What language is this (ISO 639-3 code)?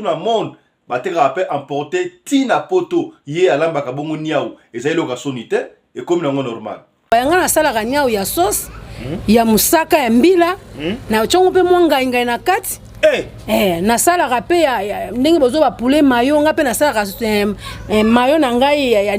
lin